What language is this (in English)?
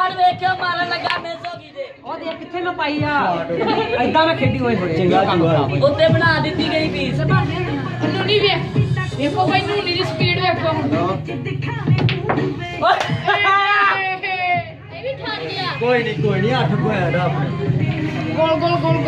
Punjabi